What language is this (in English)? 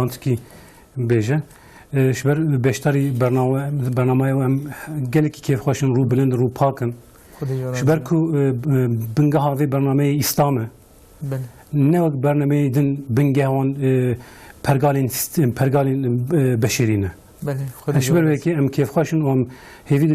Kurdish